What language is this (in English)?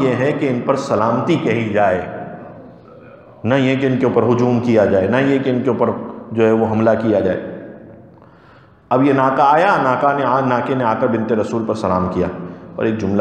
Urdu